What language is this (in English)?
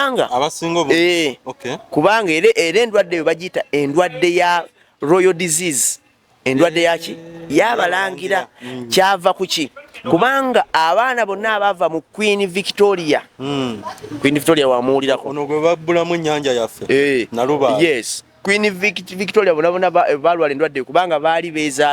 Ganda